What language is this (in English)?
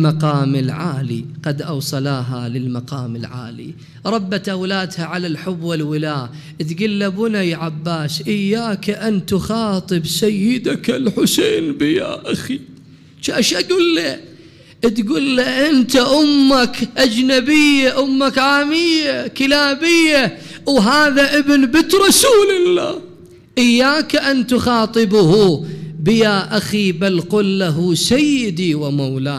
Mesopotamian Arabic